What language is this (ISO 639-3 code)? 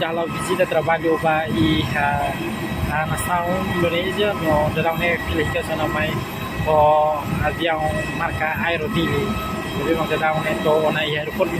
tet